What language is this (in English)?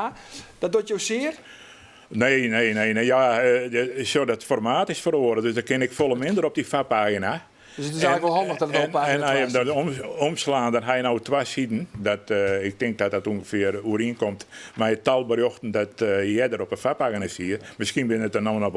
Western Frisian